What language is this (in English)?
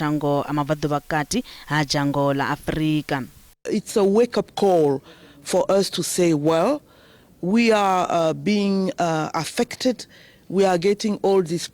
Venda